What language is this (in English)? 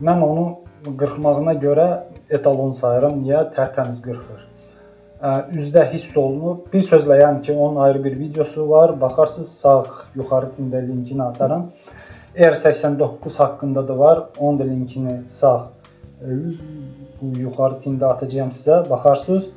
Azerbaijani